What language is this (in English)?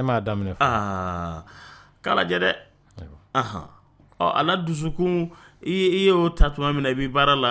Dyula